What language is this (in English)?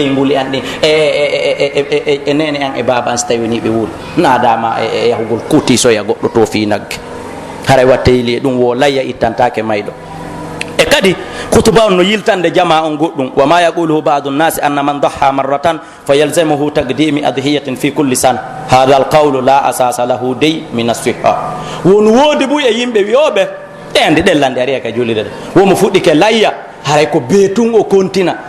Pular